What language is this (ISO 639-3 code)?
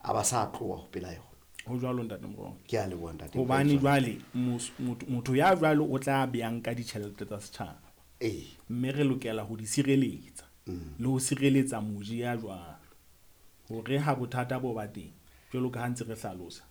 sot